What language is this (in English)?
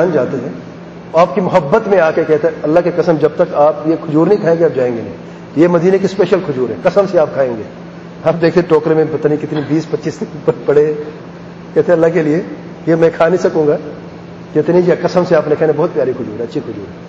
Urdu